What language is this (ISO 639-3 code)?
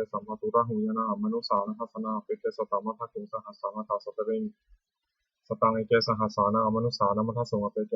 pli